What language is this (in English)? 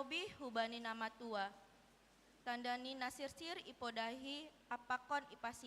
Batak Simalungun